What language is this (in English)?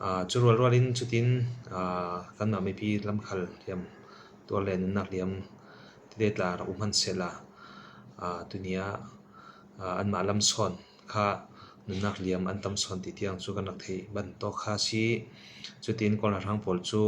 Falam Chin